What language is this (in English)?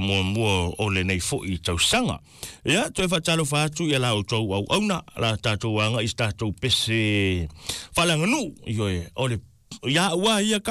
Samoan